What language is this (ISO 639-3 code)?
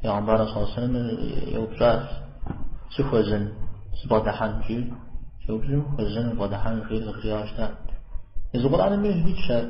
kbd